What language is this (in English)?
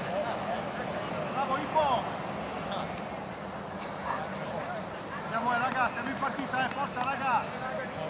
Italian